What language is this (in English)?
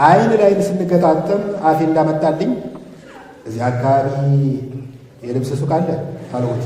Amharic